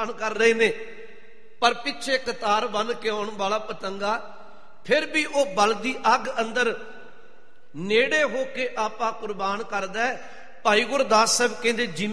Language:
Punjabi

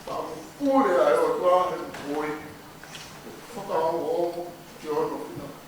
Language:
Tongan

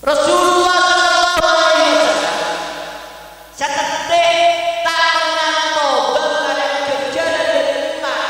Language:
Madurese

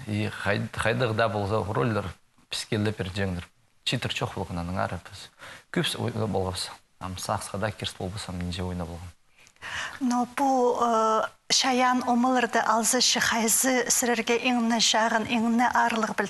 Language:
Khakas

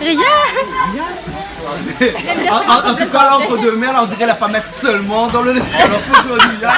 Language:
Réunion Creole French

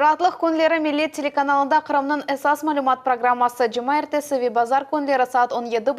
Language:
Crimean Tatar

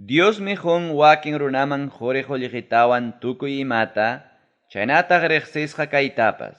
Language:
Ayacucho Quechua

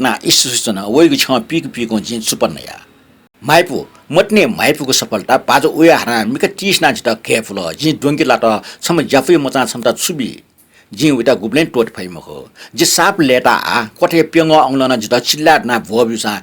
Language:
Newari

